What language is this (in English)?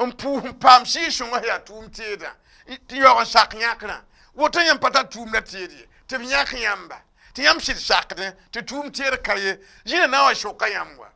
Mossi